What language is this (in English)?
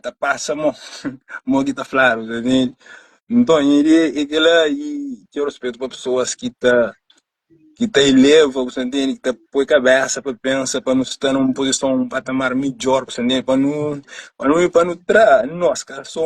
Kabuverdianu